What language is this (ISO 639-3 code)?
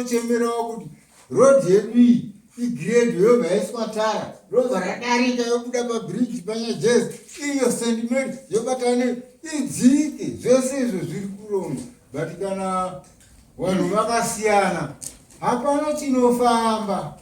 sna